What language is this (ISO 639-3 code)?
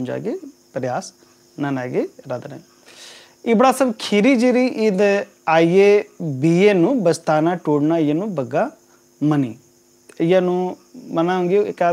kru